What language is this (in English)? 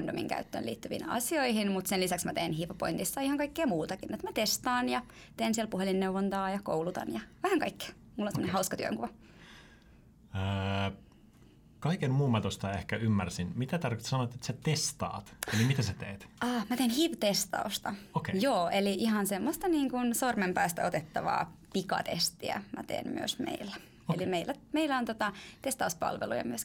Finnish